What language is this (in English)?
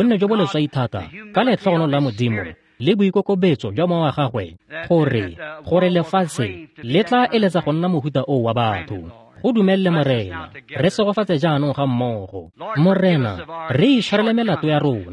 Tswana